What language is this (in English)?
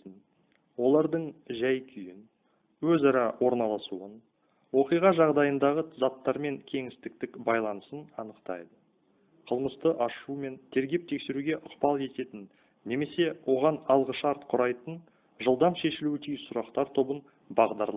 Kazakh